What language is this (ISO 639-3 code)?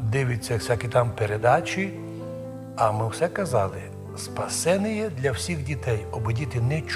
rue